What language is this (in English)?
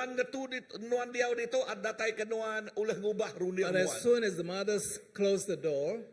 Iban